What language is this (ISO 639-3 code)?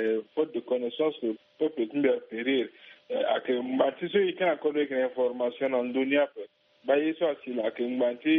sag